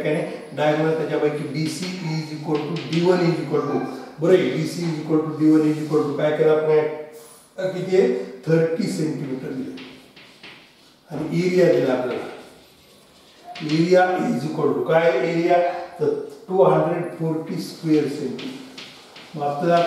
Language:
Marathi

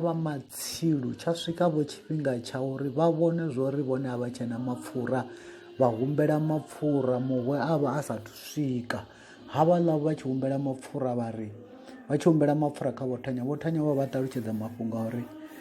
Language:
Venda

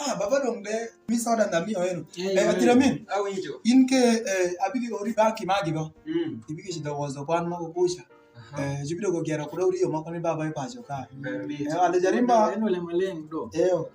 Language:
Alur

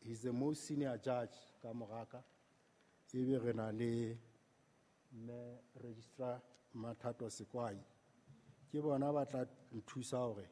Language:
Southern Sotho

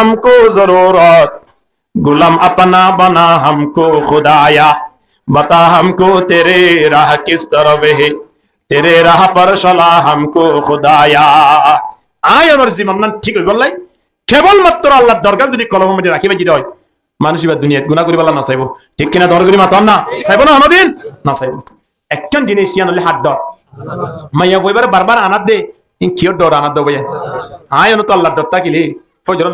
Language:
Rohingya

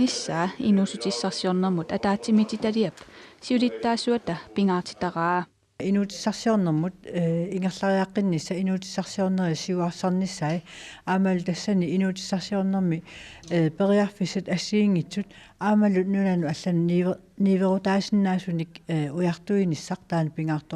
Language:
Kalaallisut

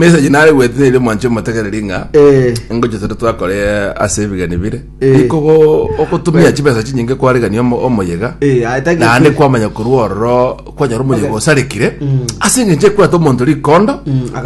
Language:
Gusii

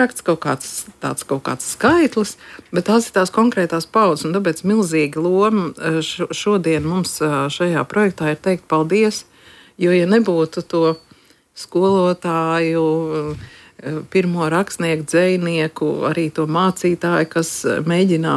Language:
Latvian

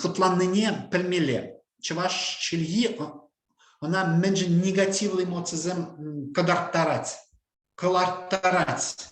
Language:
Chuvash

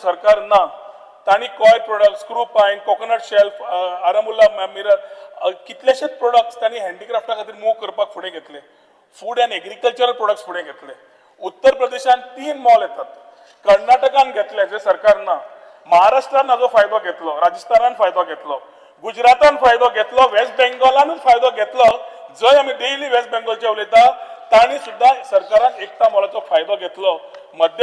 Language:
Konkani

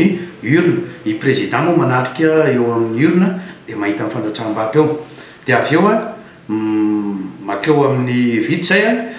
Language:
Malagasy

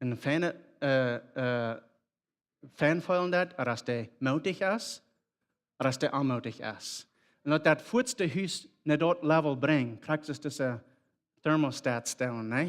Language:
Plautdietsch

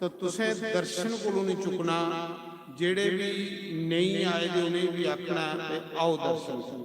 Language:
Dogri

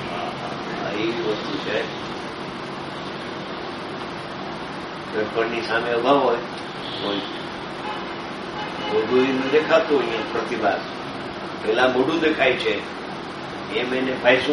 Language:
Gujarati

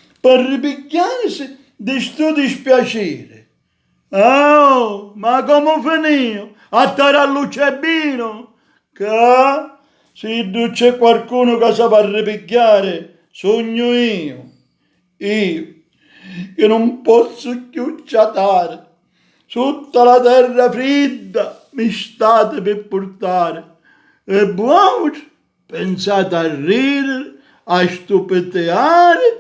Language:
Sicilian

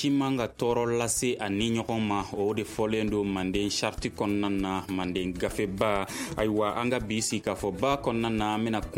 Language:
Bambara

